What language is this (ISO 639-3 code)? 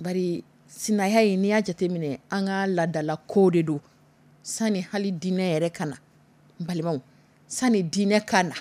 dyu